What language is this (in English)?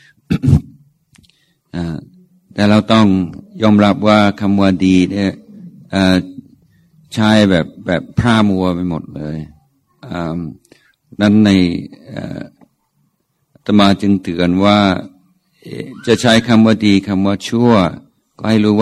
Thai